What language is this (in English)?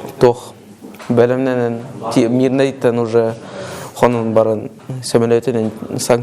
Yakut